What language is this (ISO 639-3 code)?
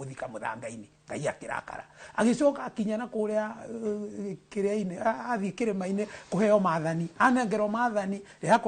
kik